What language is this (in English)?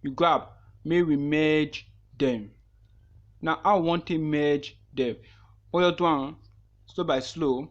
Nigerian Pidgin